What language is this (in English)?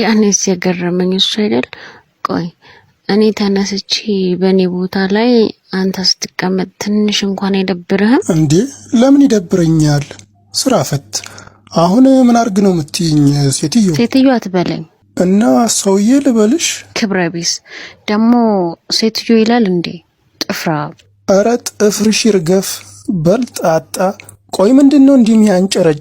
Amharic